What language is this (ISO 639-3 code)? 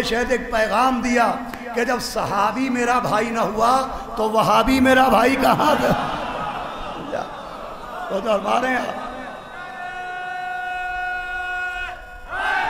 urd